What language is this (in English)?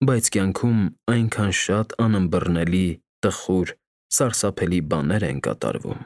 Armenian